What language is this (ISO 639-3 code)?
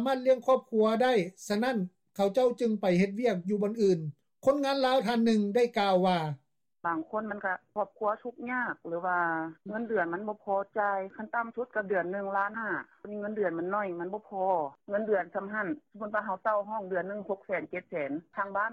lao